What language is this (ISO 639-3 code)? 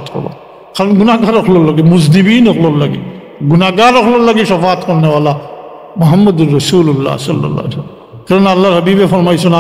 syl